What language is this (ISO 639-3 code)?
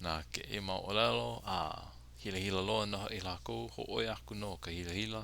haw